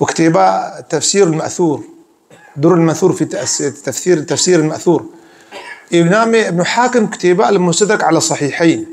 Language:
Kurdish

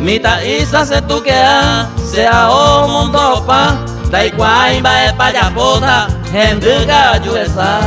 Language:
Guarani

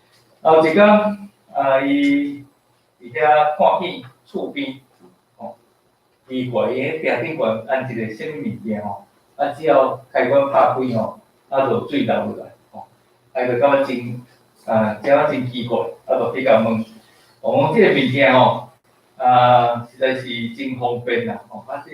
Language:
Min Nan Chinese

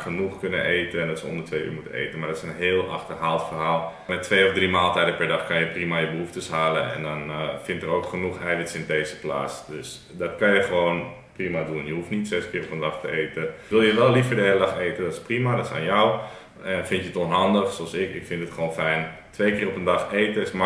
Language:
Dutch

